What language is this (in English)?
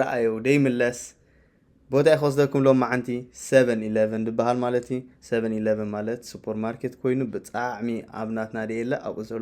Tigrinya